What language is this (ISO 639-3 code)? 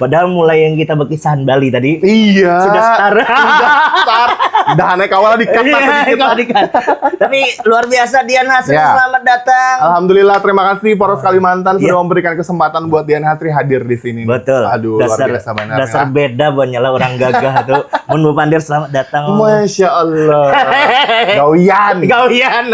bjn